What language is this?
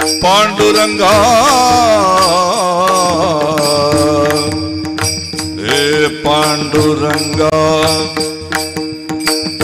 Marathi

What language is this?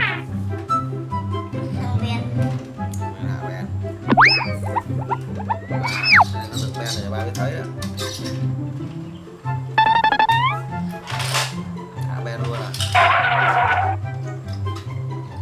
Vietnamese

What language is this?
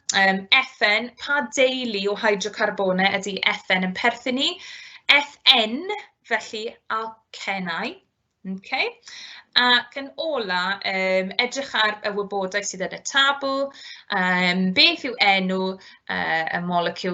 Welsh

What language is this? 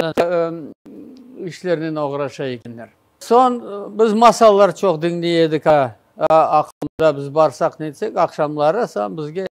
Crimean Tatar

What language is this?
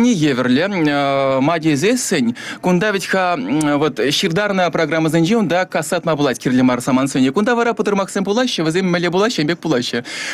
Chuvash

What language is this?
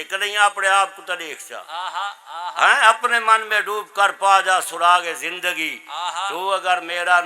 Saraiki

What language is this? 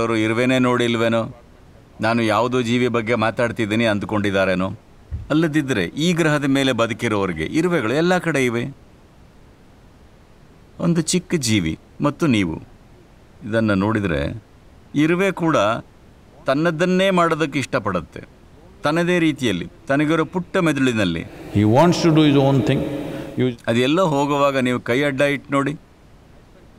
Kannada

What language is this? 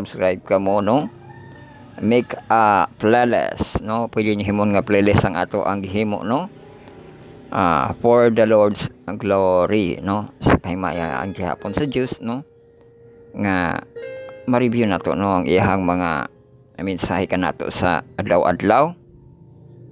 Cebuano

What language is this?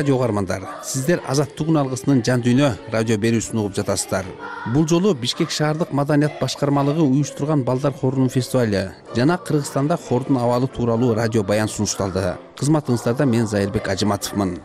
Kyrgyz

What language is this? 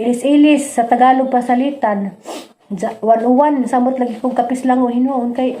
Cebuano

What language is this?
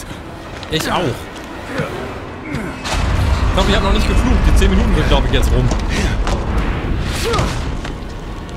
German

